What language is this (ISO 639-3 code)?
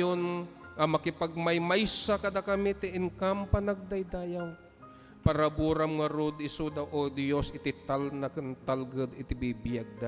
ilo